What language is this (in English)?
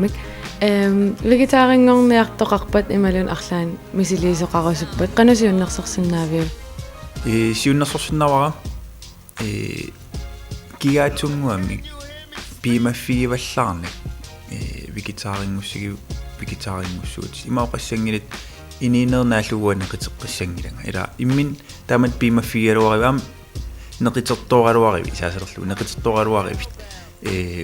Kalaallisut